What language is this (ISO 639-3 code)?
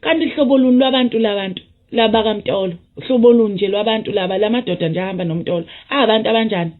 zul